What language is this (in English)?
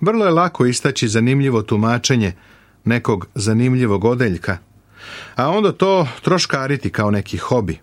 Serbian